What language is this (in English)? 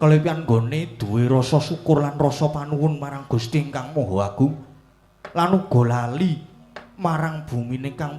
Javanese